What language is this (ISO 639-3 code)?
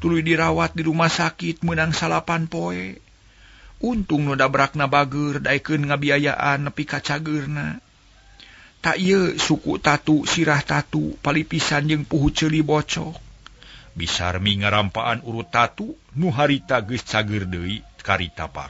sun